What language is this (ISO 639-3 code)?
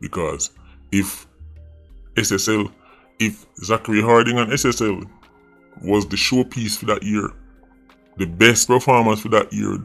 jam